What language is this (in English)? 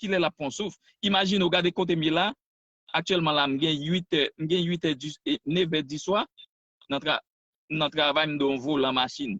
Haitian Creole